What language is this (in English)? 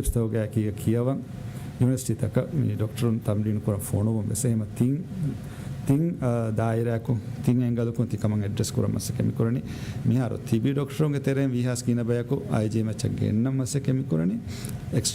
Divehi